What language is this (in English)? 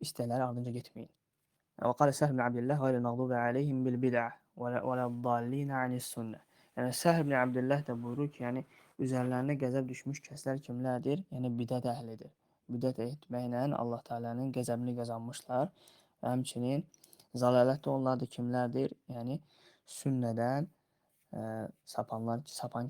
Azerbaijani